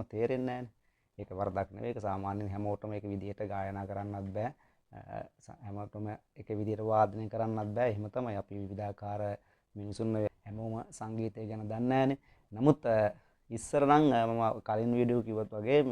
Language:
Sinhala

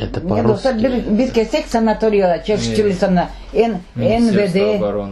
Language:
Crimean Tatar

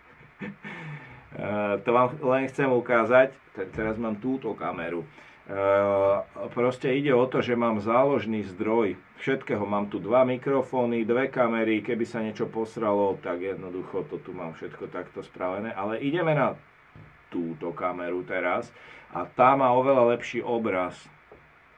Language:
Slovak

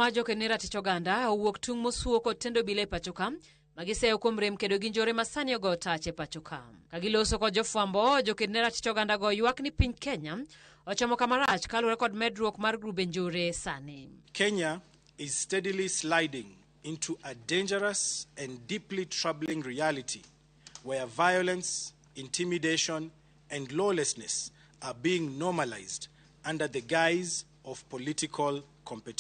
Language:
Luo (Kenya and Tanzania)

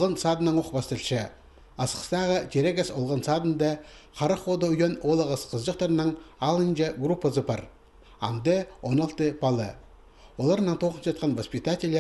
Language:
Khakas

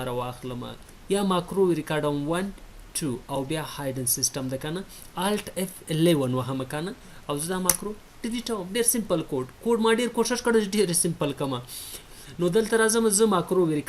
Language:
Pashto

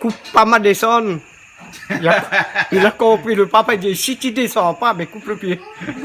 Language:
Réunion Creole French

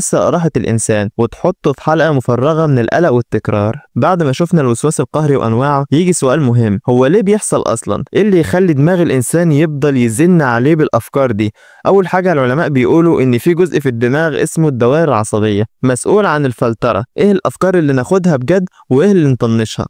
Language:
Egyptian Arabic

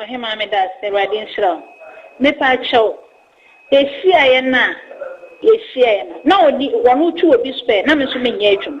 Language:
Akan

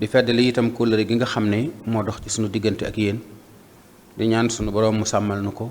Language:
Wolof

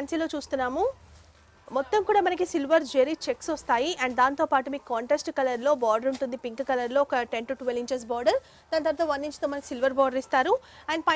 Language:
Telugu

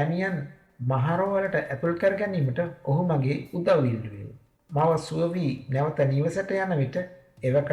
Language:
Sinhala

